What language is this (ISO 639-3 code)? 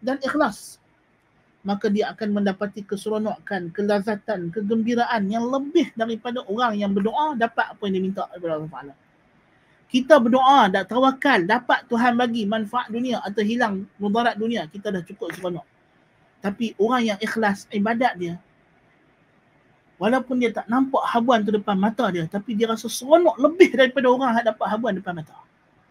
msa